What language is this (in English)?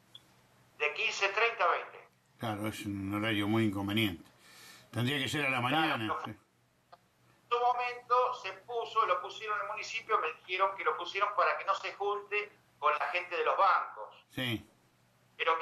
Spanish